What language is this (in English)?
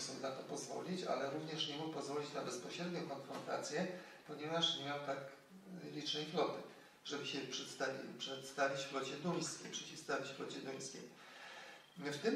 Polish